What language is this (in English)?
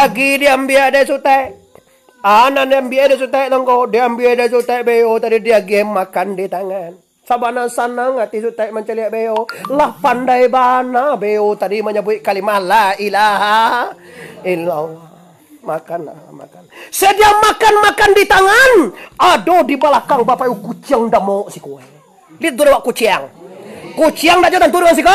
Minangkabau